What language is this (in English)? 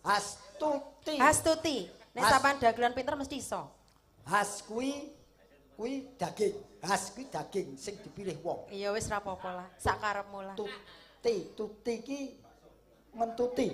Javanese